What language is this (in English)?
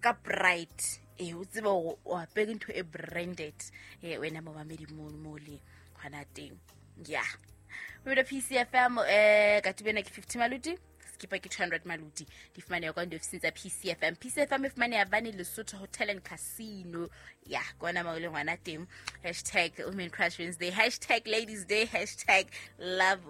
Southern Sotho